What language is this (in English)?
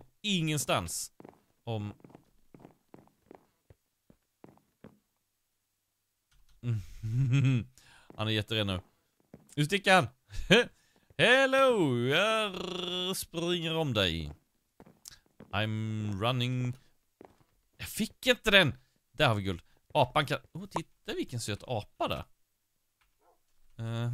Swedish